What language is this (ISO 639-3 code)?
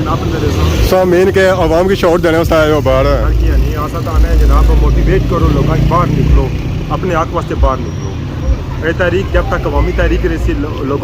phr